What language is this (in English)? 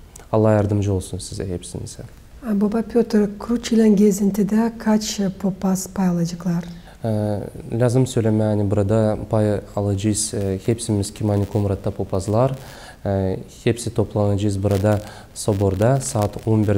Gagauz